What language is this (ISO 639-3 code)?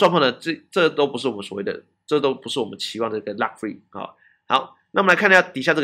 zho